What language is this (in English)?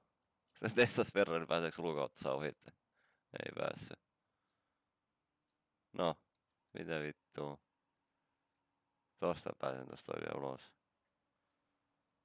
Finnish